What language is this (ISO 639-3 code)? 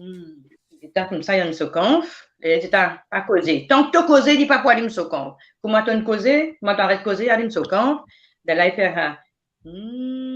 mfe